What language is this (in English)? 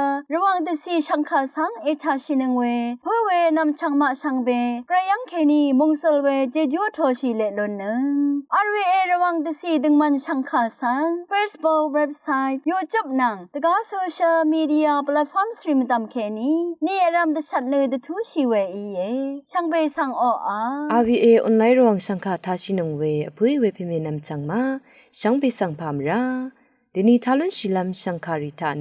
Rawang